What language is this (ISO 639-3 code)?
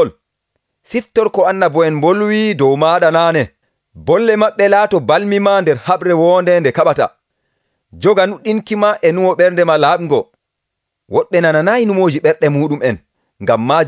fuv